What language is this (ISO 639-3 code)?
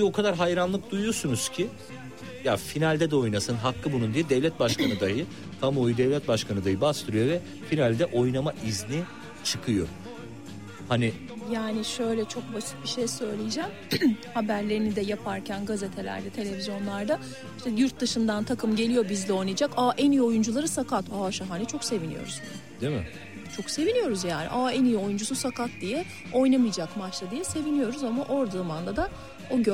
tur